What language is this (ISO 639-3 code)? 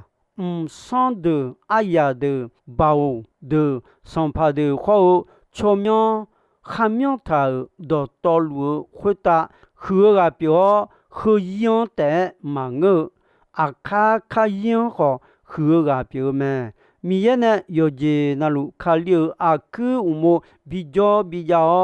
ahk